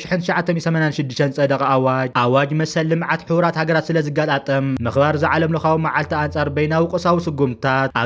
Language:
Tigrinya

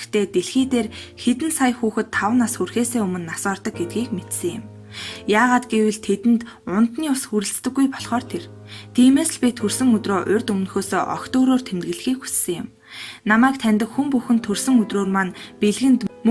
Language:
Mongolian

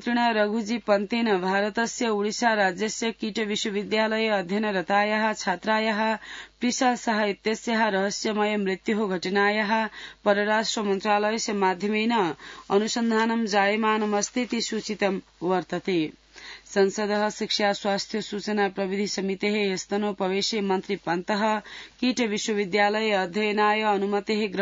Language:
Sanskrit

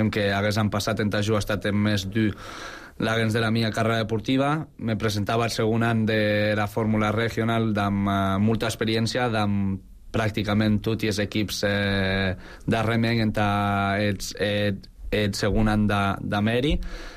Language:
Catalan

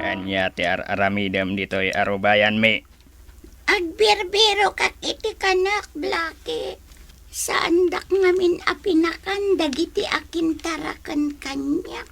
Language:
Iloko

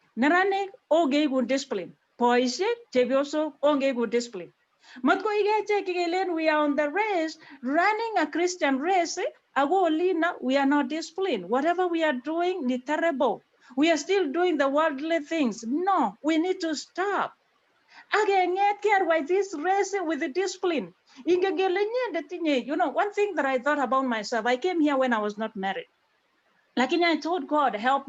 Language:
Kalenjin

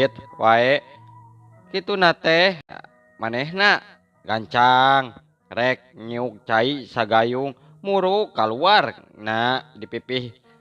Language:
Sundanese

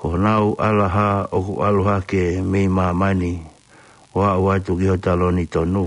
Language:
Tongan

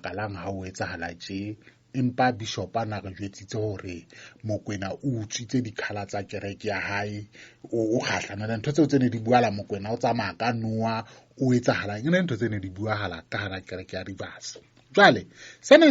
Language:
Southern Sotho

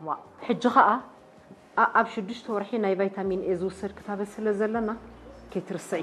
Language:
Tigrinya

